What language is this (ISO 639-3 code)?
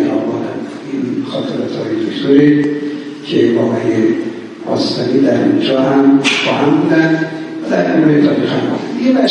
fas